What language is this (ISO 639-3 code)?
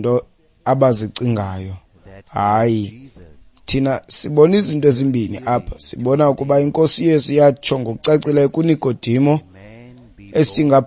xho